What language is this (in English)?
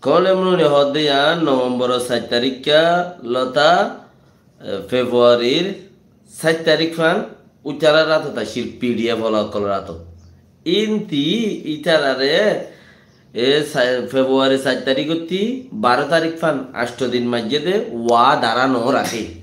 Rohingya